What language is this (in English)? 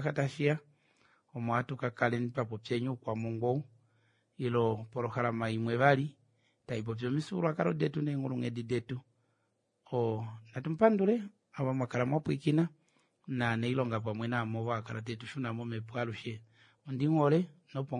Kuanyama